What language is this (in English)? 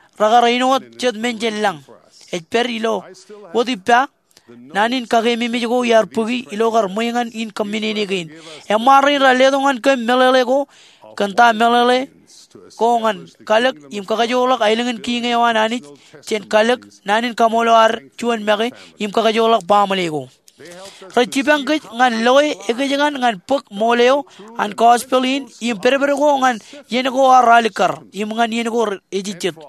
Marshallese